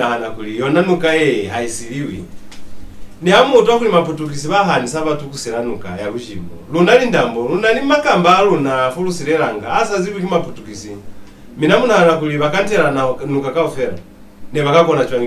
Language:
Lozi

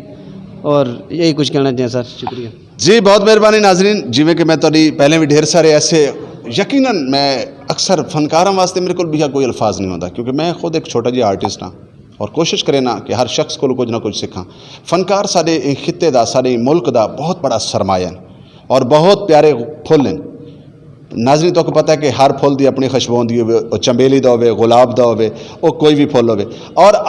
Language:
Western Panjabi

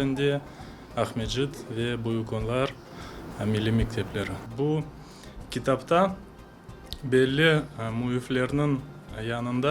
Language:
Crimean Tatar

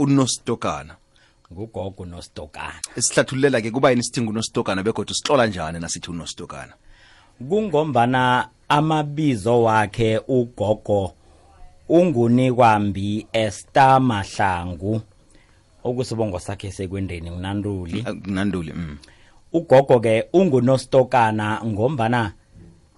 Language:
South Ndebele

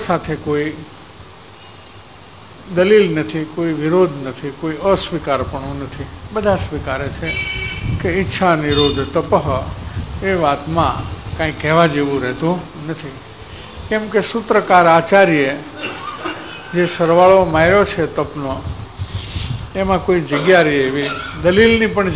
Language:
Gujarati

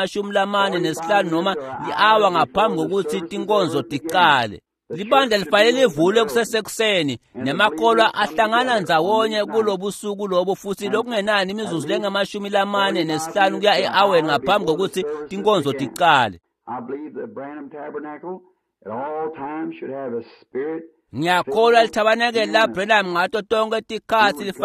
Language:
Swati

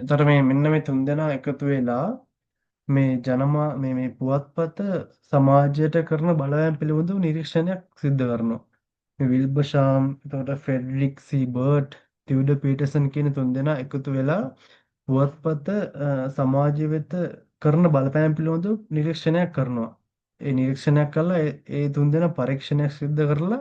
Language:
Sinhala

